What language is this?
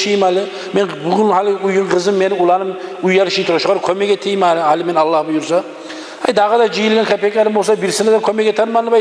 Kumyk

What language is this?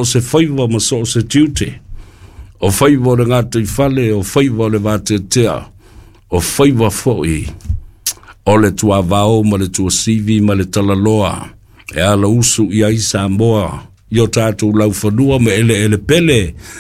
Samoan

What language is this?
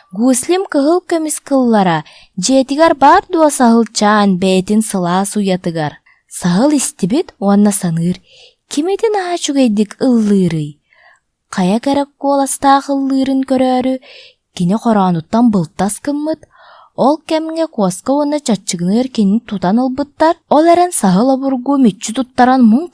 Yakut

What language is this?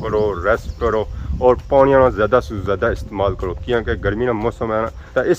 Pahari-Potwari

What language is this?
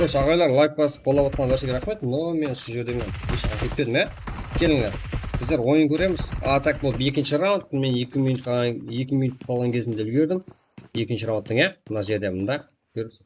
Kara-Kalpak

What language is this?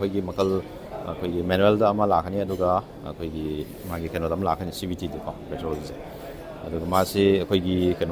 Manipuri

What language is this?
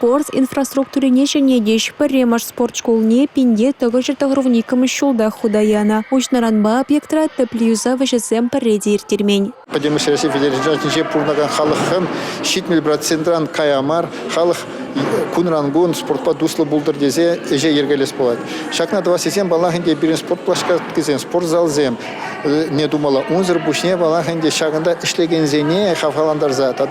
Chuvash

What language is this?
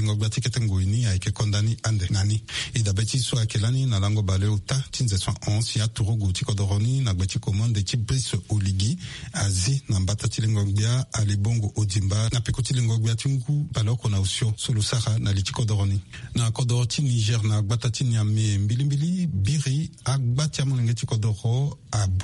Sango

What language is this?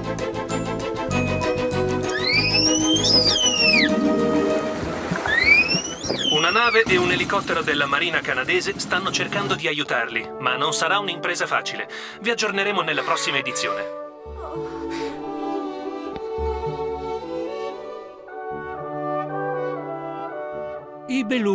Italian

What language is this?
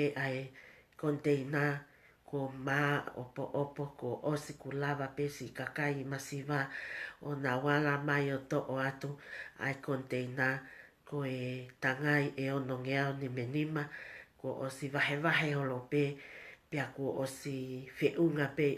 Tongan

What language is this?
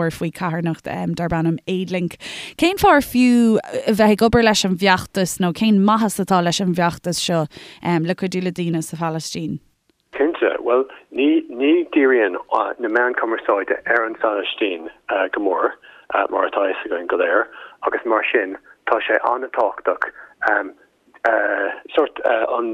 Irish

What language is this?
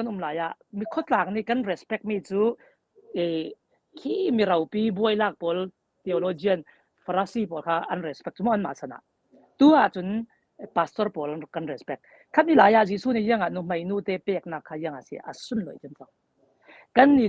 Falam Chin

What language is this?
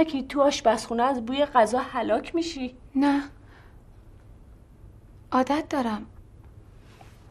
Persian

